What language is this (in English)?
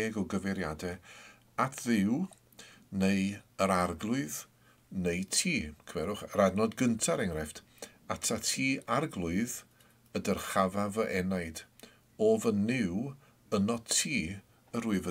Welsh